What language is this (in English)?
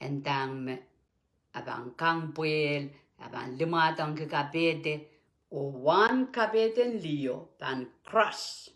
Pohnpeian